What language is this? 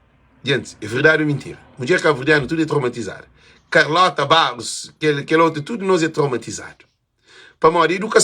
Kabuverdianu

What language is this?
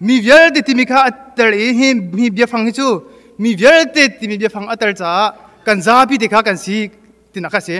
Hakha Chin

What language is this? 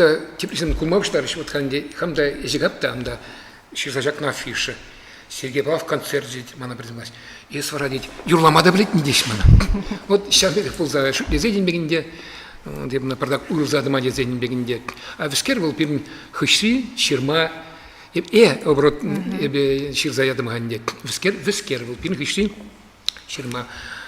Chuvash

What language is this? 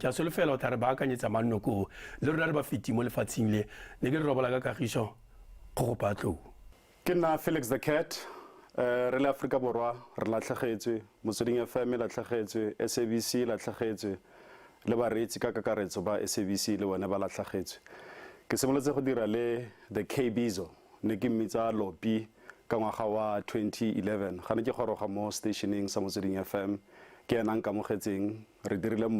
Tswana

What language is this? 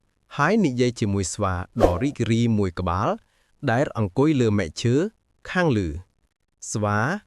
Khmer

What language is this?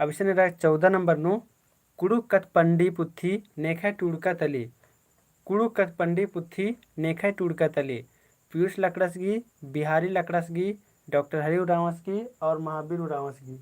Kurukh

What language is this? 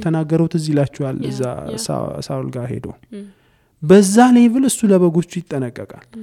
Amharic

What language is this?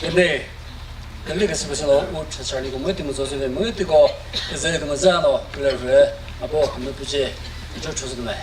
Chokri Naga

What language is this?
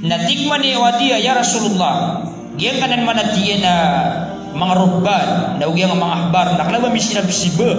Maranao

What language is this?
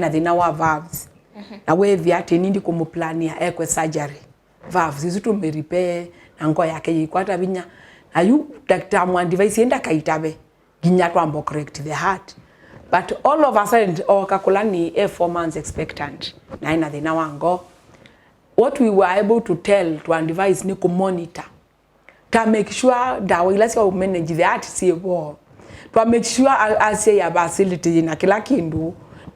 Kamba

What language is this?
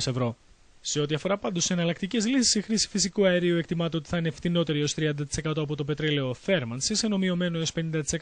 Greek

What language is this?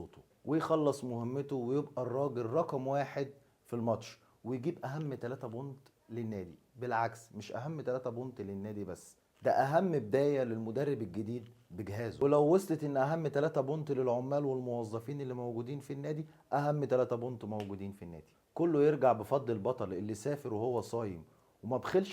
Egyptian Arabic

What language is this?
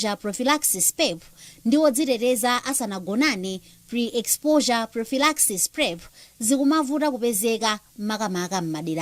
Nyanja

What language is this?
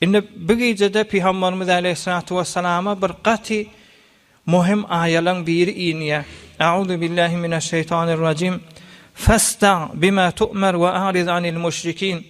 Turkmen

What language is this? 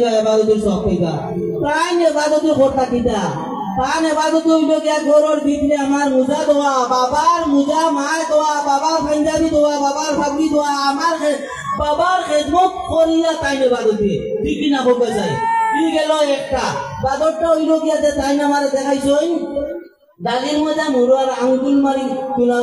Sylheti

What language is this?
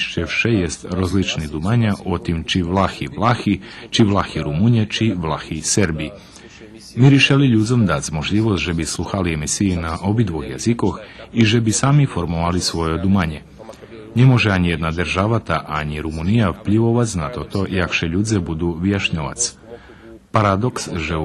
Rusyn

